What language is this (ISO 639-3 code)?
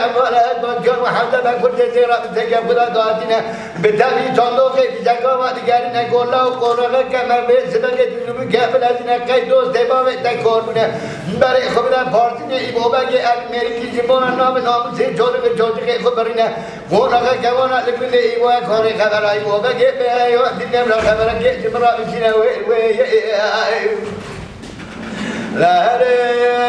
fas